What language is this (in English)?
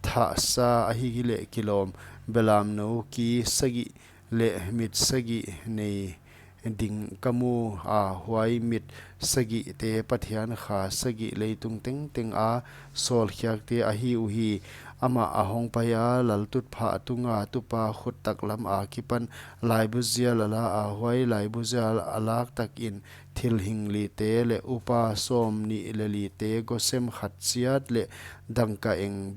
Paite Chin